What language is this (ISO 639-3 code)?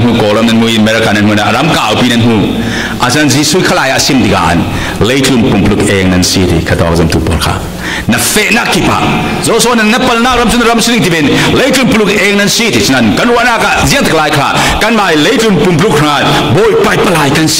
cfm